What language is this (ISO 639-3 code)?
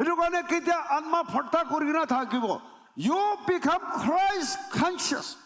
nag